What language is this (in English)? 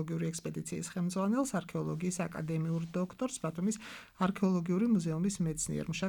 Georgian